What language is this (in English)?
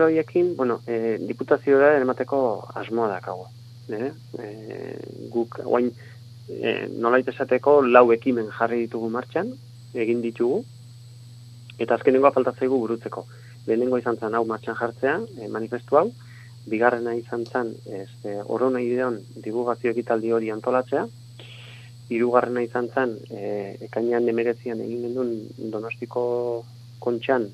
Basque